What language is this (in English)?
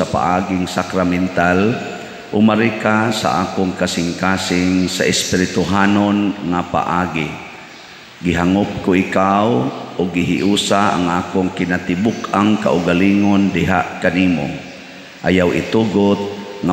Cebuano